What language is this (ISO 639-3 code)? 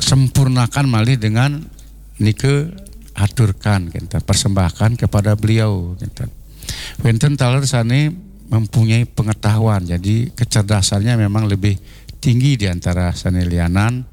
ban